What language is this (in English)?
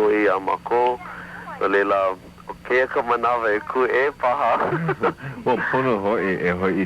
Hawaiian